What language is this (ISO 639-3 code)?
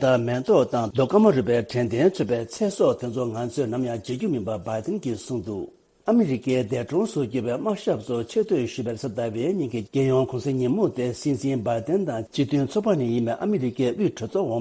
bod